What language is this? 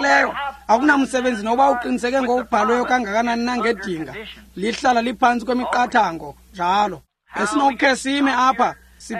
Xhosa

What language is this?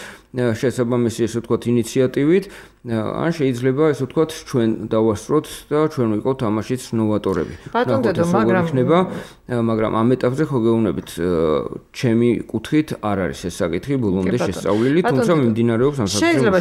Georgian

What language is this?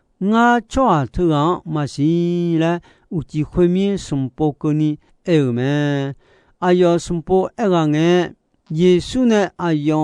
Akha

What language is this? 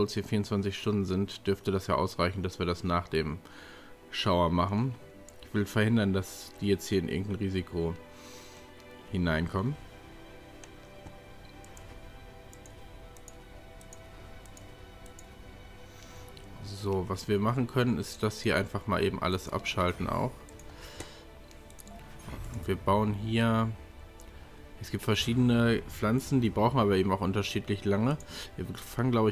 German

